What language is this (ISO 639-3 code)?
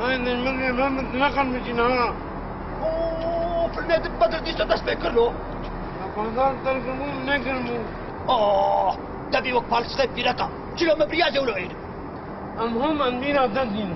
kur